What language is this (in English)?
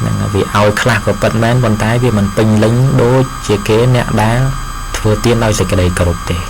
Khmer